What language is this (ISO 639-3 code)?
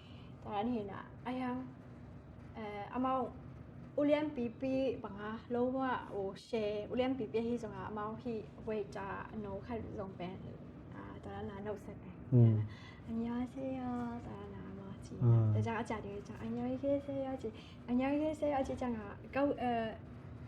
ctd